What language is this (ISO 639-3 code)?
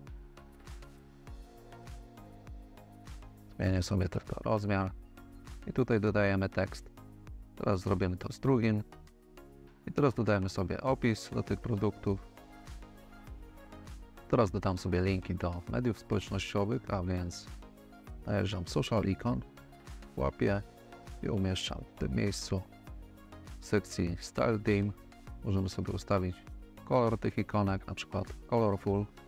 pol